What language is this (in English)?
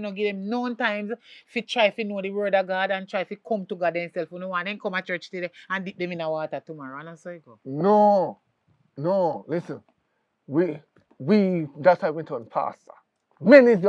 Jamaican Creole English